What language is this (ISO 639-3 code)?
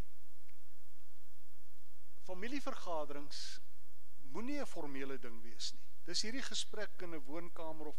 afr